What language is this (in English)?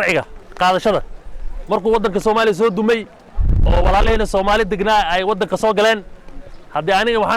Somali